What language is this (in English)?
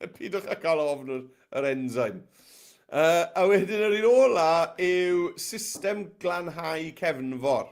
Welsh